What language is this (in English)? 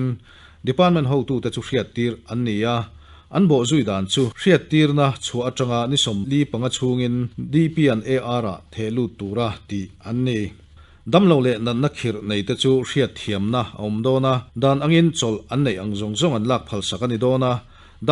Mizo